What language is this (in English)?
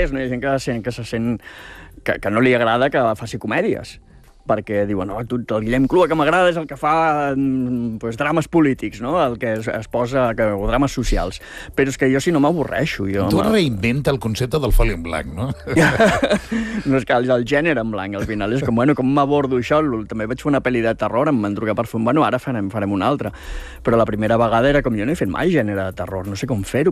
Catalan